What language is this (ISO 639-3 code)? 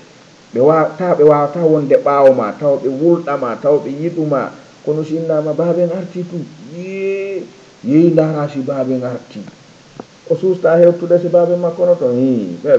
ful